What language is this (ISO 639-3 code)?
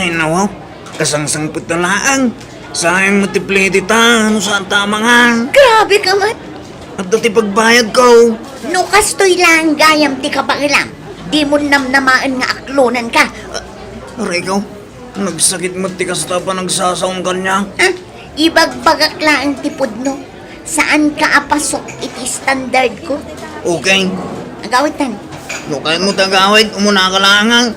ilo